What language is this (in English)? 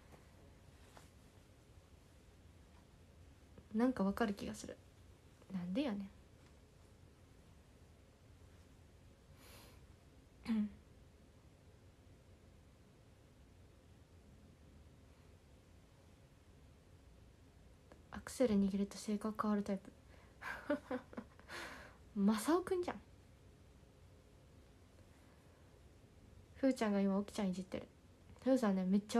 Japanese